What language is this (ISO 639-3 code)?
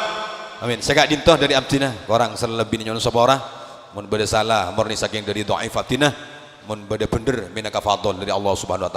mad